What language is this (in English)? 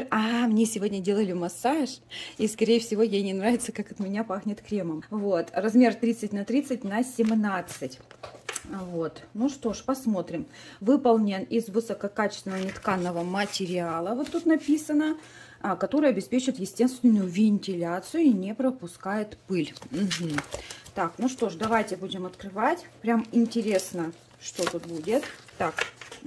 Russian